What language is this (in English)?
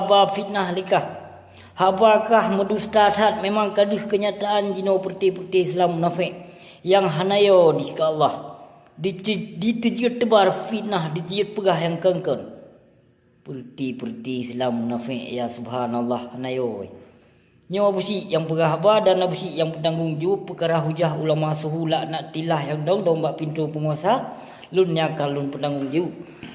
Achinese